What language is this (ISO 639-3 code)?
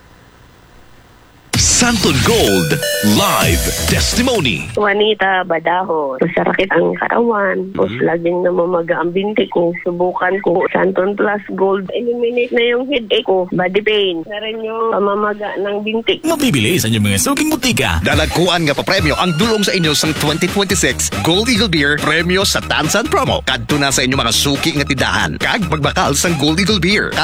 hil